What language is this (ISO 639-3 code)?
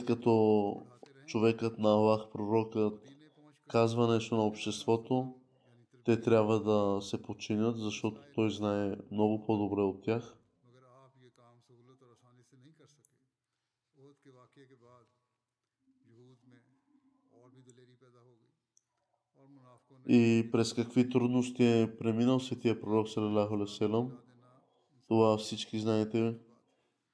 bul